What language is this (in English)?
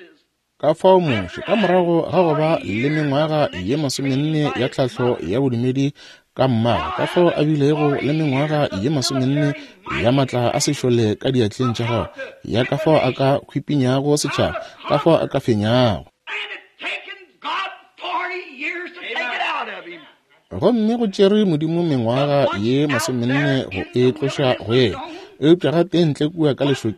Northern Sotho